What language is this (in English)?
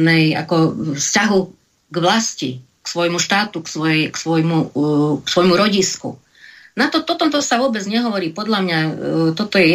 Slovak